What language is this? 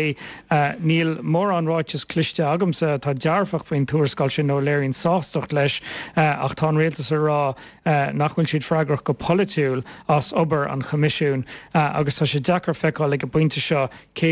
Irish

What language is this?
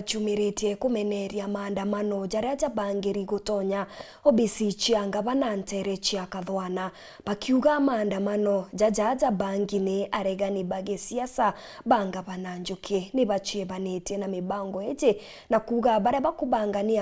Meru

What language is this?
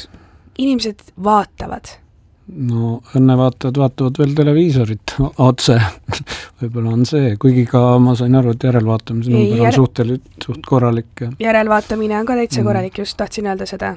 Estonian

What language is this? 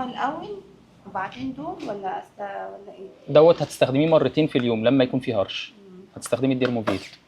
Egyptian Arabic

